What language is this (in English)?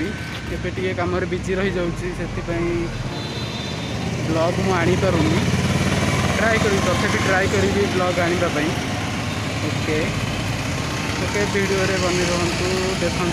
Odia